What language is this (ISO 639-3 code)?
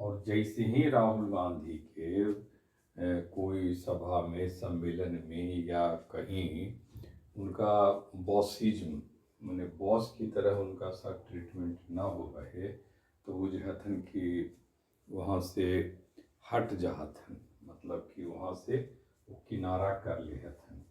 mag